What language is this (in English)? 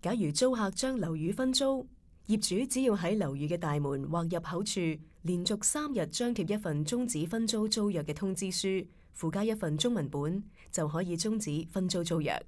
Cantonese